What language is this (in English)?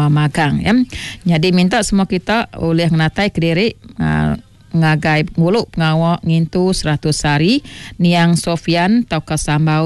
Iban